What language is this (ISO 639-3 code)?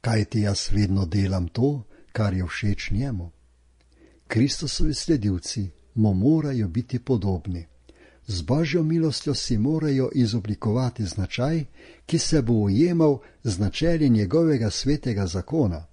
slv